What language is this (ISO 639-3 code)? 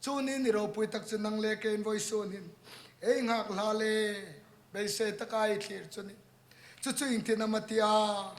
hmr